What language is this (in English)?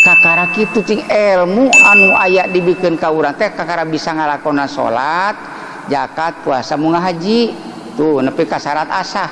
Sundanese